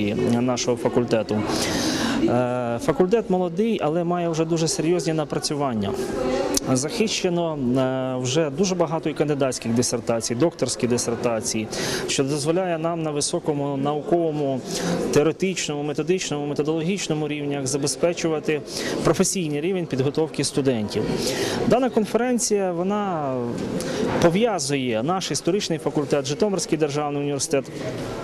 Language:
Ukrainian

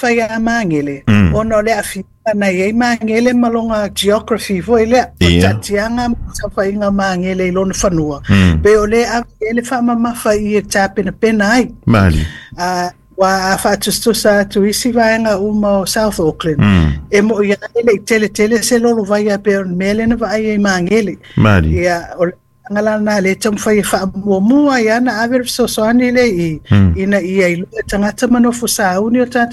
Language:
Samoan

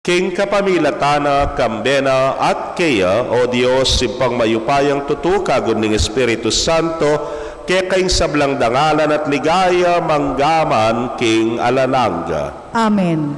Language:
Pampanga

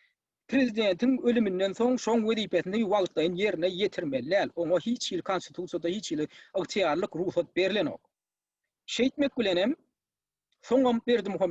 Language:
Turkmen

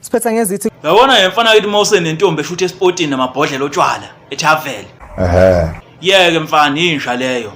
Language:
Zulu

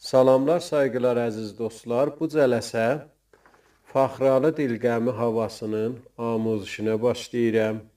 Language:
South Azerbaijani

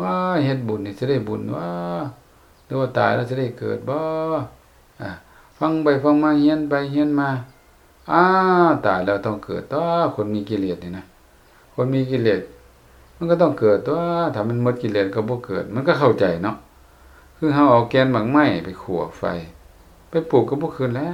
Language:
Lao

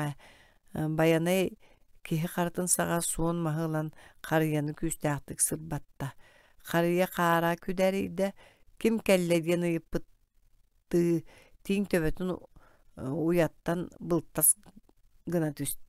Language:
Yakut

